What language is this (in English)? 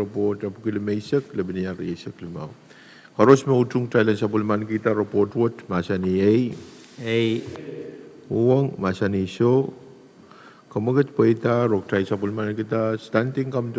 Pohnpeian